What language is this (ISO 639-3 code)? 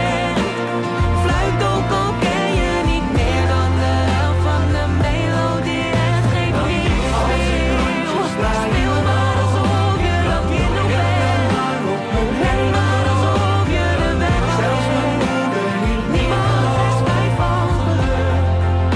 nld